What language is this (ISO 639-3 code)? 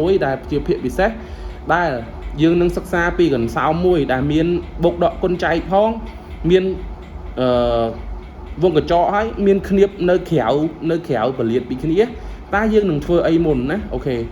khm